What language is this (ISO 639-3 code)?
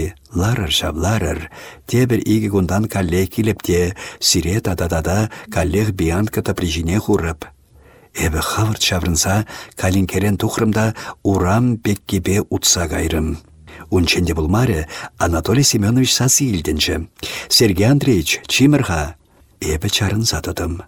chv